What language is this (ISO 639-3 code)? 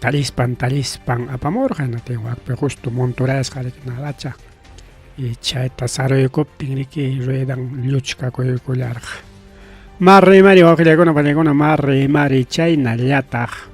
quy